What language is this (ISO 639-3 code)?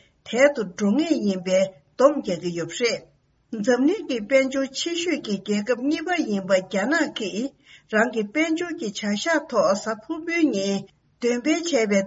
bod